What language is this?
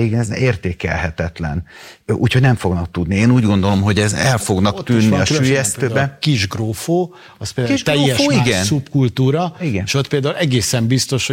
Hungarian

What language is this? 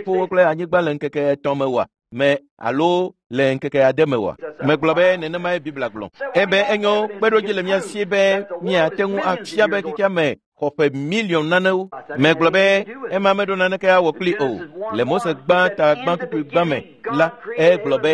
Ewe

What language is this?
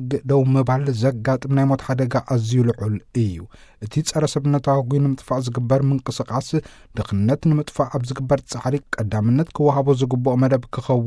Tigrinya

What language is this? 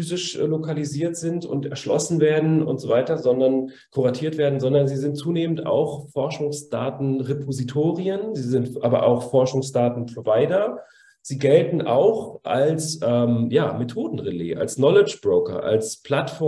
German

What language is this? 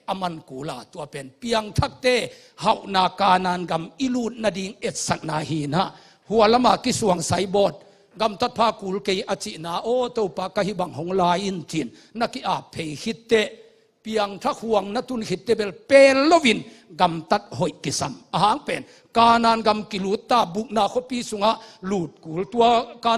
Tedim Chin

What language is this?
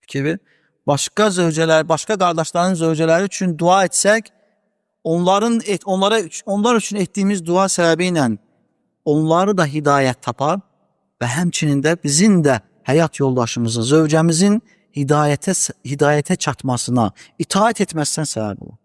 Azerbaijani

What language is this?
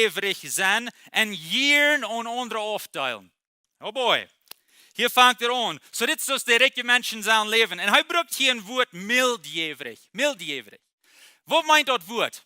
Plautdietsch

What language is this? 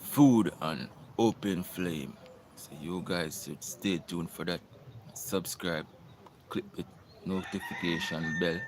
Jamaican Creole English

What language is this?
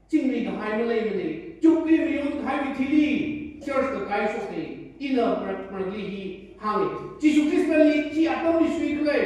Tangkhul Naga (India)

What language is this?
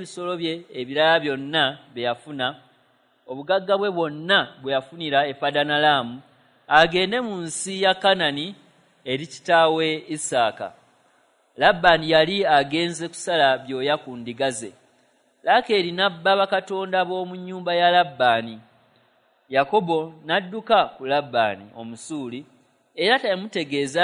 Ganda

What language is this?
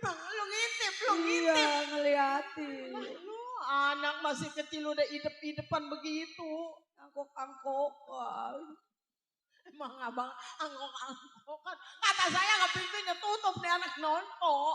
Betawi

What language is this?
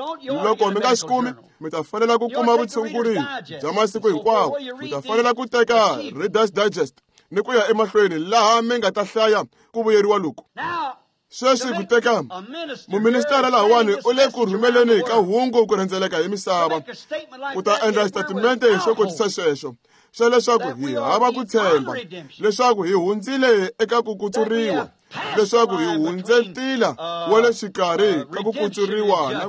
Tsonga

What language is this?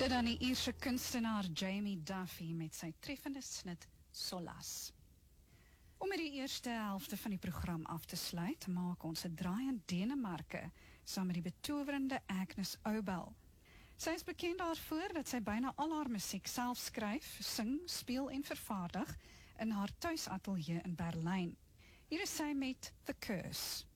Afrikaans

